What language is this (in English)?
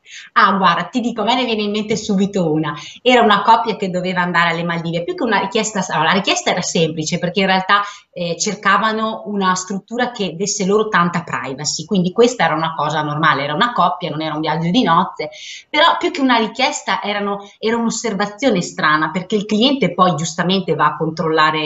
Italian